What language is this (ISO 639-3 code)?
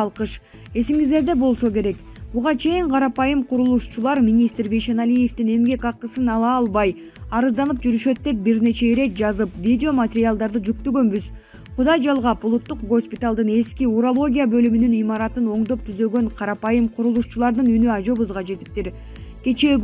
kir